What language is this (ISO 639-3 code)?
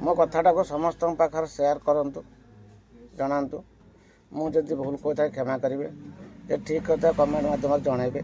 ori